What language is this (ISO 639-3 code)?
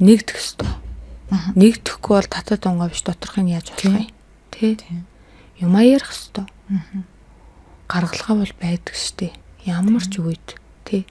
mon